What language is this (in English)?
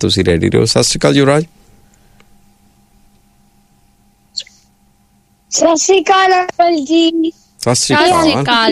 Punjabi